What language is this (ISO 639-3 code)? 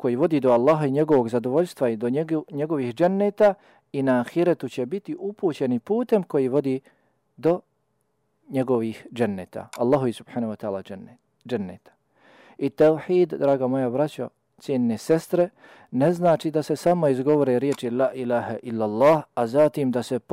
bos